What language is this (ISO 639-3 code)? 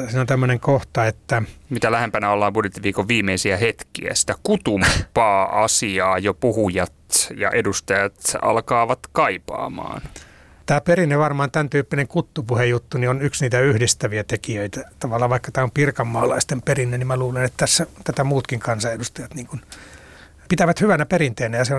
fin